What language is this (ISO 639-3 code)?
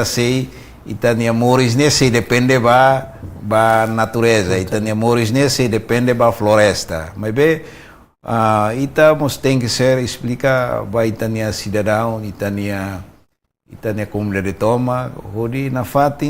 tet